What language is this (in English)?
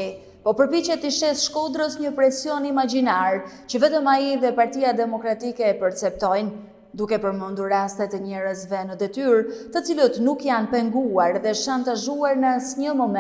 Albanian